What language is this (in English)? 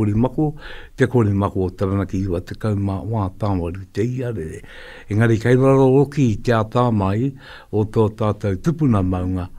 Māori